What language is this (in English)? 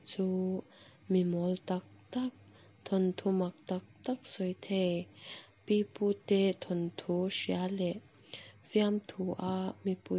Mizo